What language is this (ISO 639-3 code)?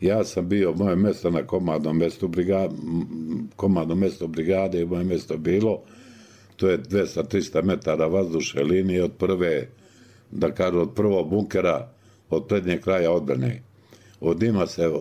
bos